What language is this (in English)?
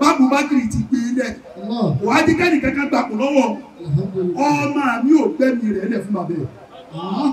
Yoruba